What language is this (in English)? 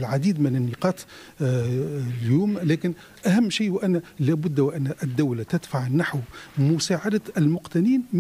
Tunisian Arabic